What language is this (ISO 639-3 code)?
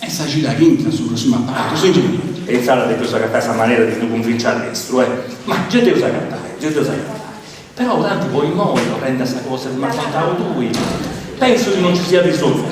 srd